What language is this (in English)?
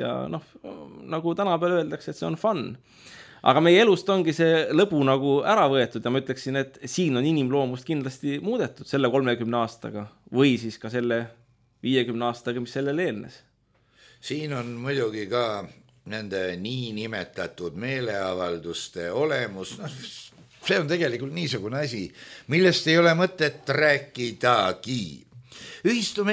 Estonian